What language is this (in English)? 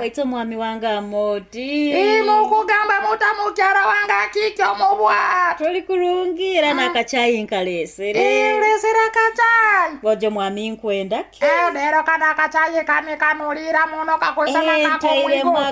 Nyoro